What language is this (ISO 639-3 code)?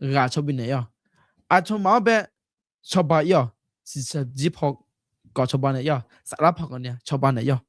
ahk